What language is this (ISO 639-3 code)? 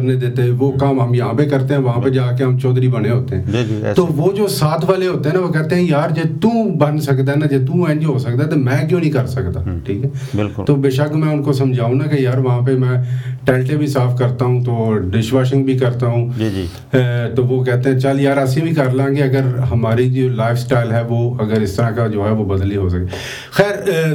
urd